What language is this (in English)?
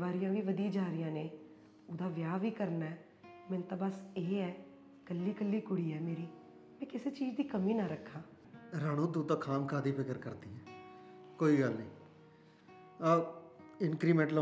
Punjabi